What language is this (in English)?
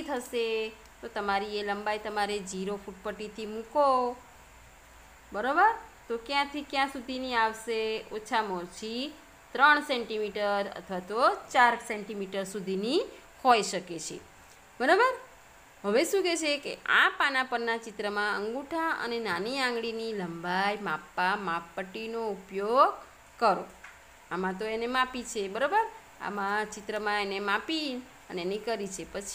Gujarati